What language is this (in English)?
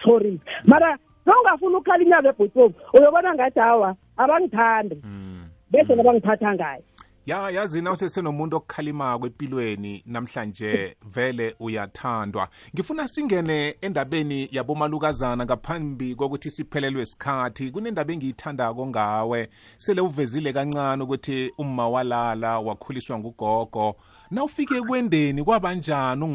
South Ndebele